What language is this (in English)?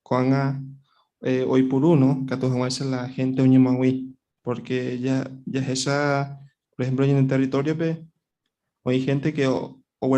Guarani